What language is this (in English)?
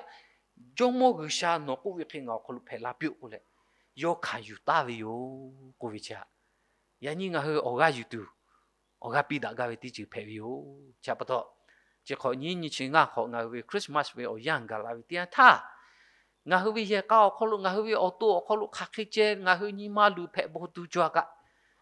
Lahu